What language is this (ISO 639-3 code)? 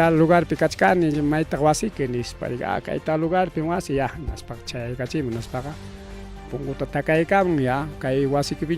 quy